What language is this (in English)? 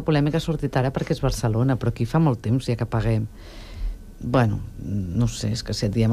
Catalan